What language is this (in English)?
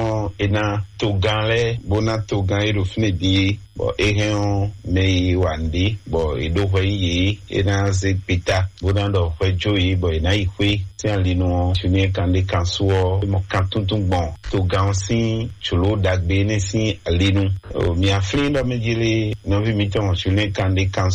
Fon